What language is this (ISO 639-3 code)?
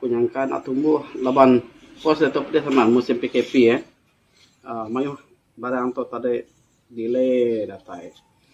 iba